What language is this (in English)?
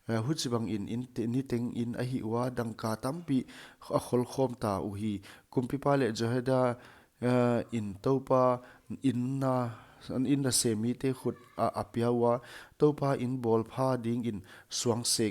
Paite Chin